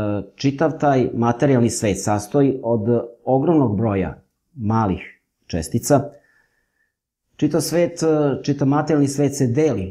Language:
Serbian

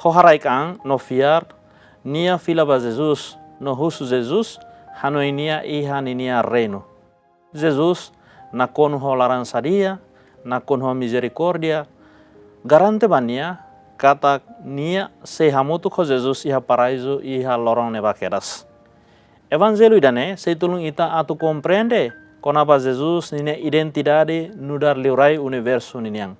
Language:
Tetum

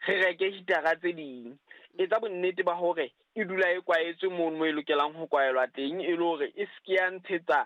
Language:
Southern Sotho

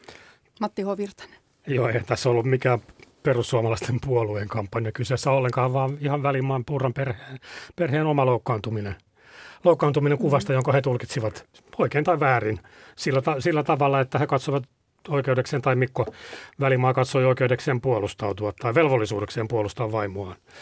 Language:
Finnish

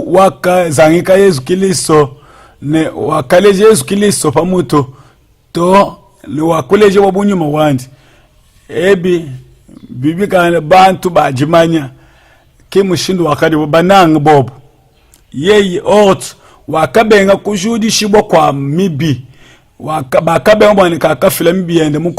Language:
Luba-Lulua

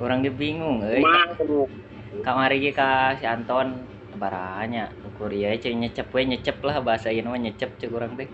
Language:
Sundanese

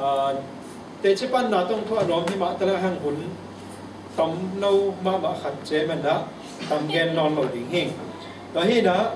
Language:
Tedim Chin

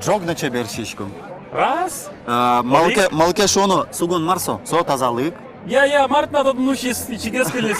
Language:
Udmurt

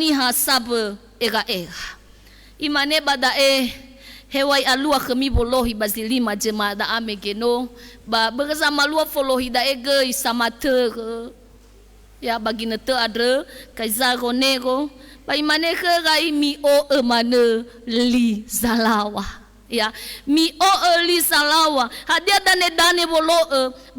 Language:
Nias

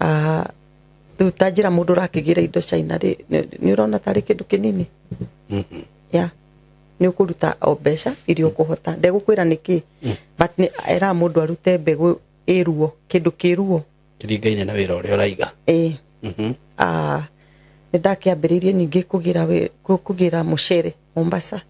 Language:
Kikuyu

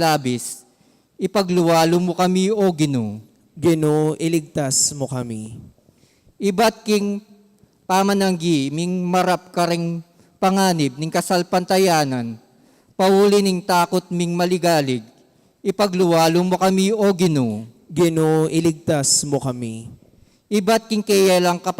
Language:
Pampanga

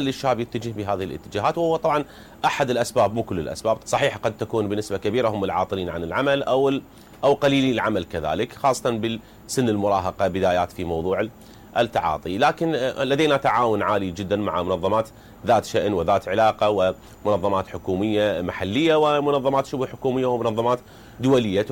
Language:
Mesopotamian Arabic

